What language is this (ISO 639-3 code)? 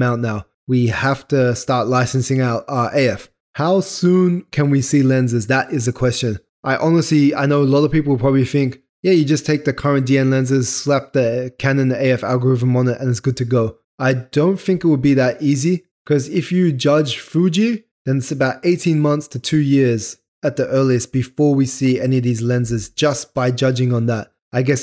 eng